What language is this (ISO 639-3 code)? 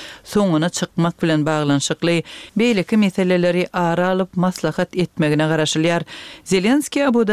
tuk